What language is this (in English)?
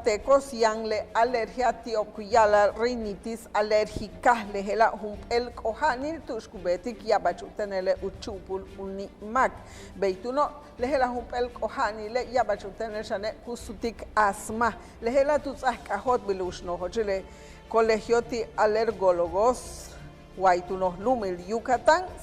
Yucateco